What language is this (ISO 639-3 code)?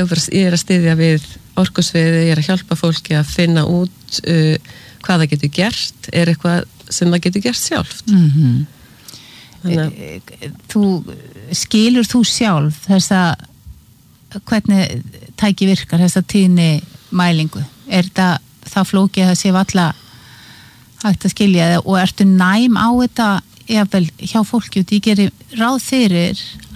isl